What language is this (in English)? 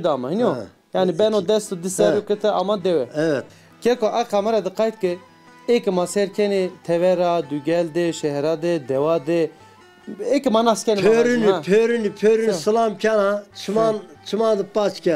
Zaza